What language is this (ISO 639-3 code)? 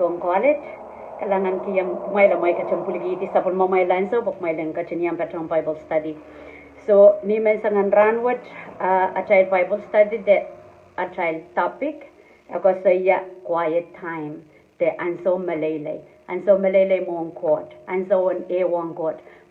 pon